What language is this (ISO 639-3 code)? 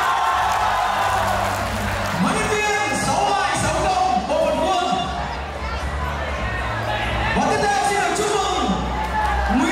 vie